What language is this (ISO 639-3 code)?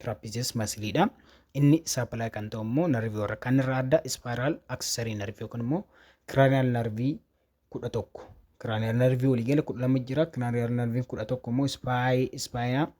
orm